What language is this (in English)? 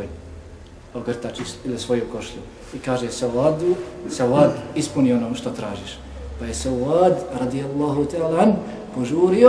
Bosnian